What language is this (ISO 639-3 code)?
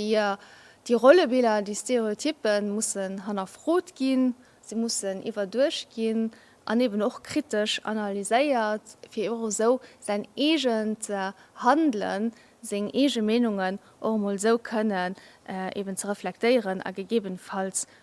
ltz